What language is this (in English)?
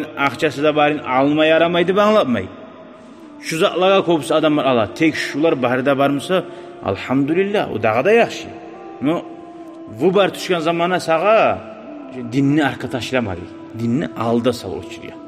Kumyk